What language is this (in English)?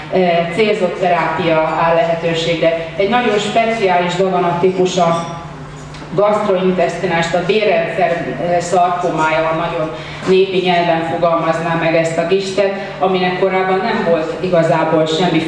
Hungarian